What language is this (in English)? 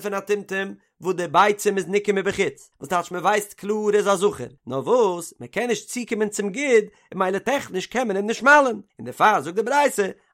Yiddish